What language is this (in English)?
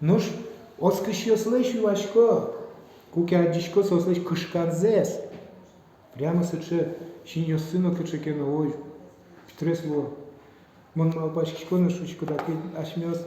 Udmurt